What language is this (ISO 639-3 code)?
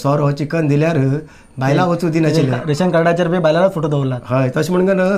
kok